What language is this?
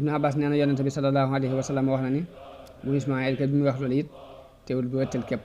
Wolof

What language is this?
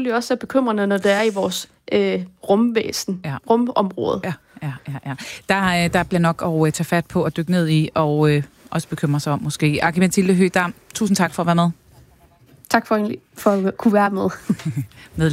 Danish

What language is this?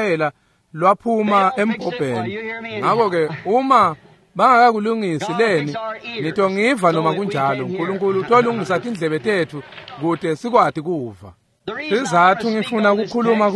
Swati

